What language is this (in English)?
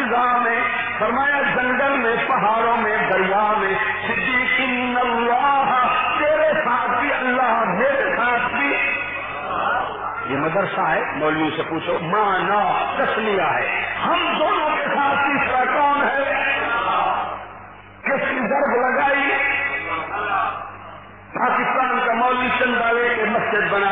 Urdu